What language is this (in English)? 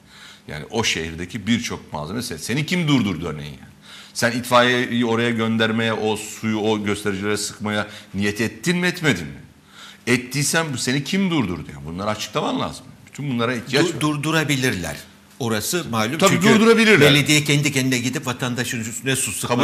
Turkish